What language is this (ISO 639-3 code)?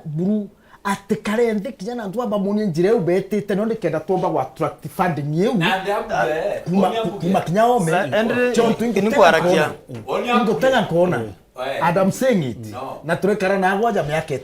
mer